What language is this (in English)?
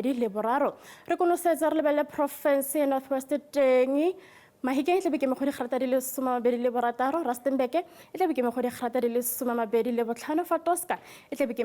Tswana